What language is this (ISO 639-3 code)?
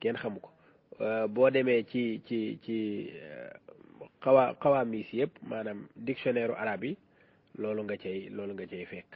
wol